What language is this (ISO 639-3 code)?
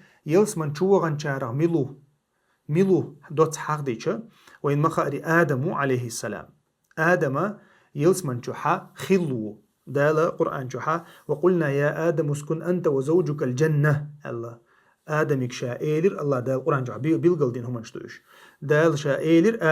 che